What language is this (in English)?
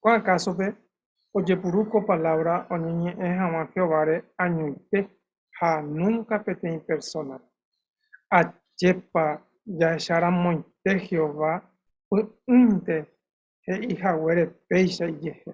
Guarani